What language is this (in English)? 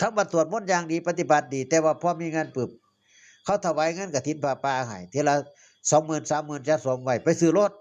Northeastern Thai